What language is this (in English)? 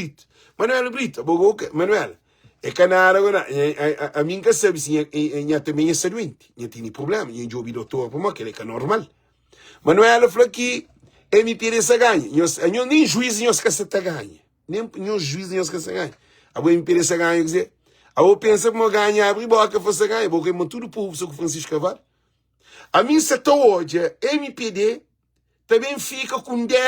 Kabuverdianu